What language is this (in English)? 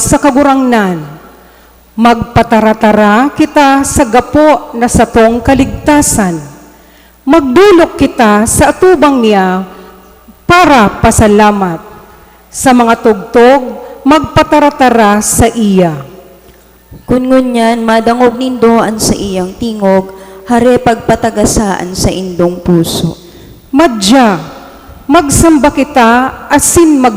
Bikol